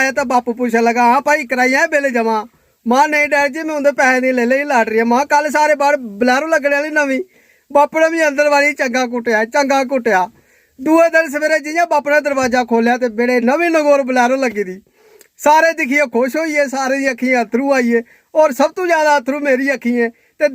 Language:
Dogri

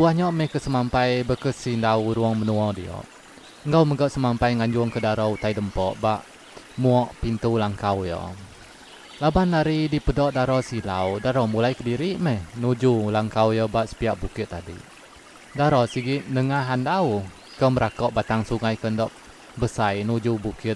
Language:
Iban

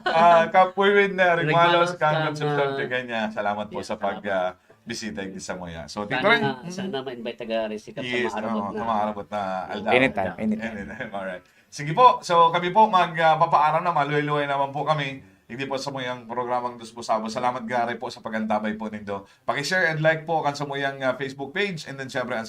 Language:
Bikol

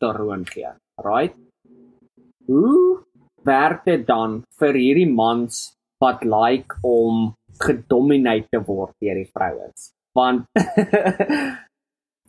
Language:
Afrikaans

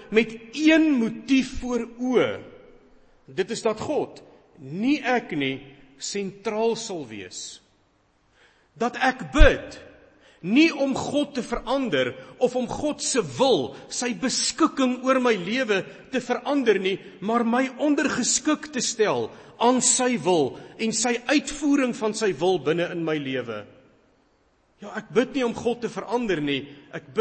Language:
Afrikaans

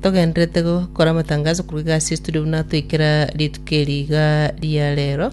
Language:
Gusii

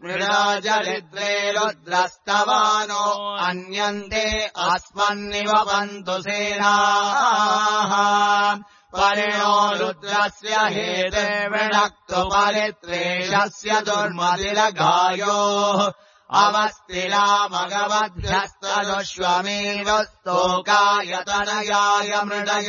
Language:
Sanskrit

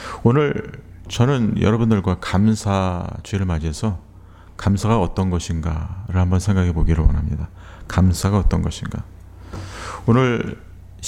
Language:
Korean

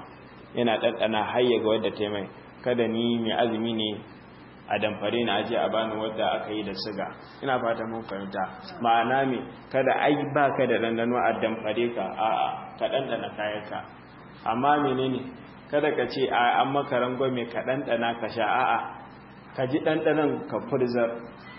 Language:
Hausa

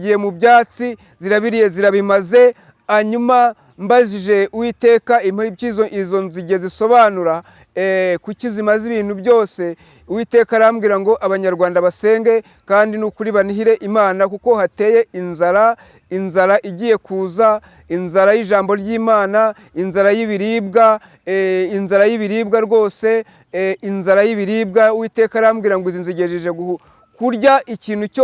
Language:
Kinyarwanda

